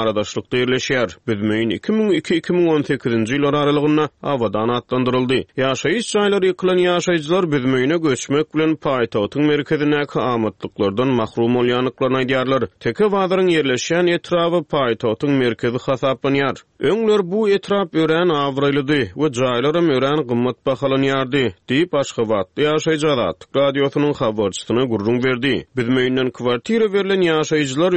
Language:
Turkmen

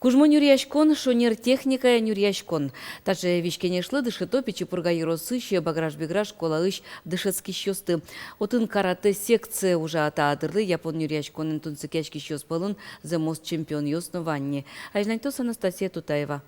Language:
Udmurt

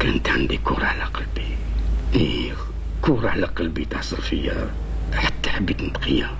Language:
Algerian Arabic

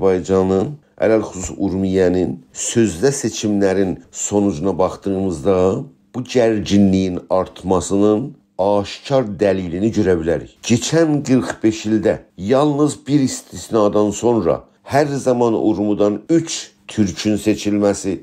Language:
South Azerbaijani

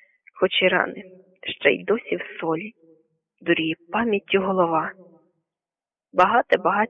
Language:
Ukrainian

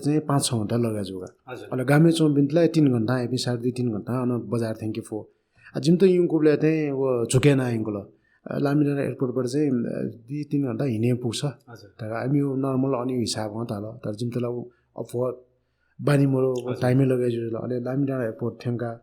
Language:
Newari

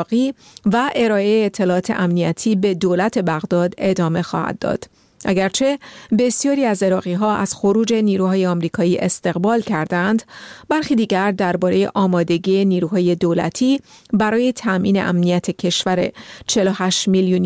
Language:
Persian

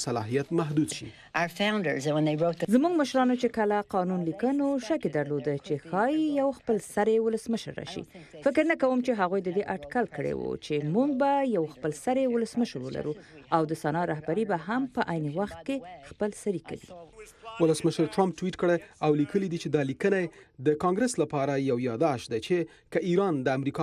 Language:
Pashto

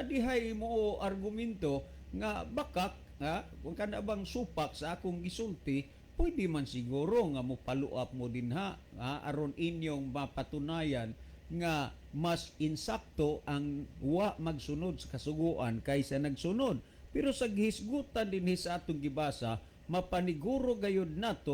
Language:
Cebuano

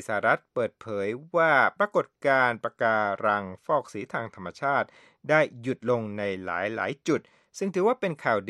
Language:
Thai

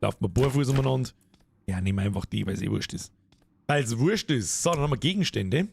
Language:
Bavarian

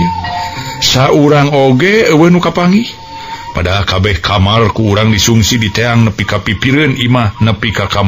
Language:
Sundanese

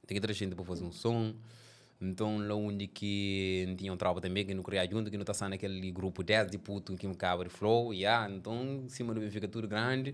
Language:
Kabuverdianu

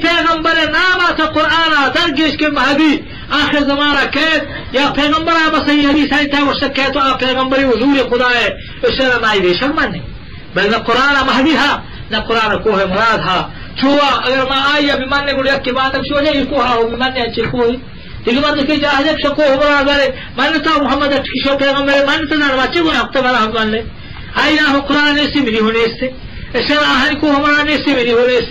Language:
Eastern Balochi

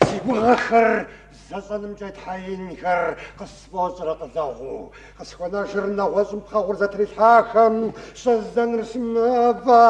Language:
Kabardian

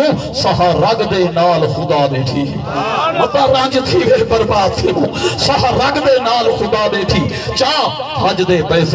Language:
Saraiki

